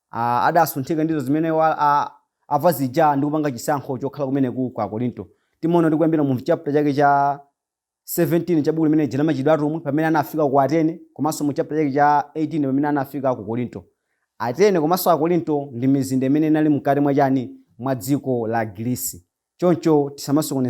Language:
Nyanja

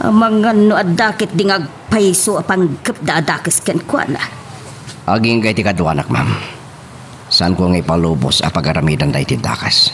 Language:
Iloko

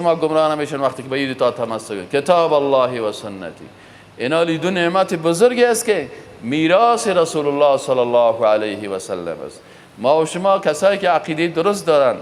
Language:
Persian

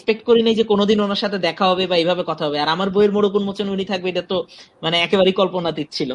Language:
Bangla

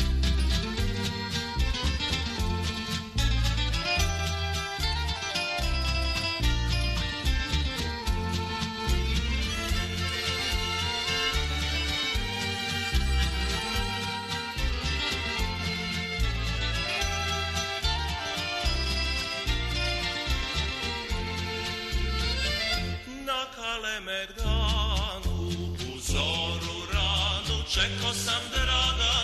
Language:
Serbian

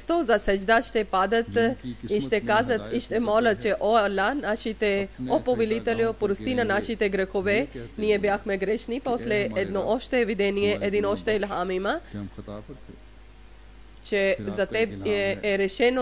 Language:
Bulgarian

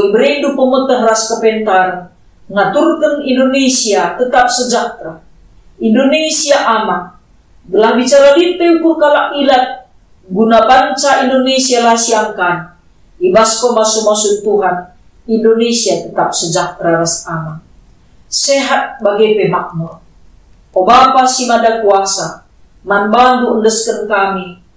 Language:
Batak Karo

